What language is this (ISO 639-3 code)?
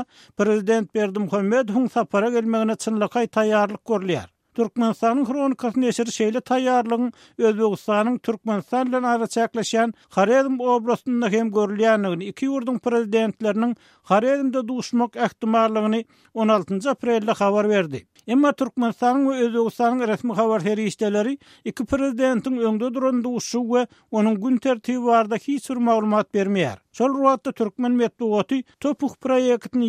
tuk